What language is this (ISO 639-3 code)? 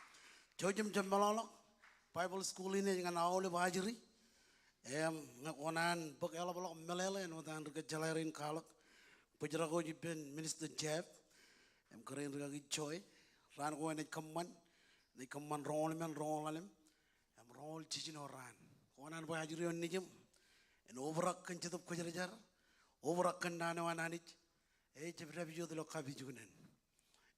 mah